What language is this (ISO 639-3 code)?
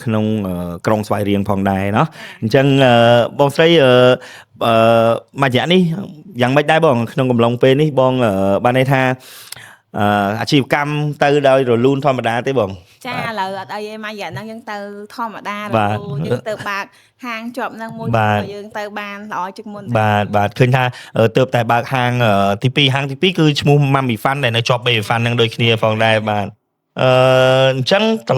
khm